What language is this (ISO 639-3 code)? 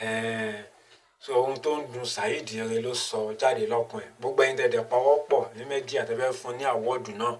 yor